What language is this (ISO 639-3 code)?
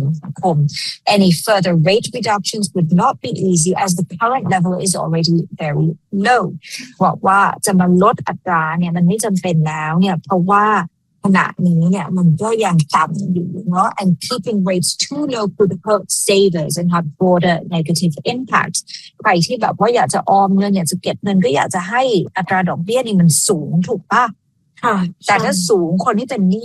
tha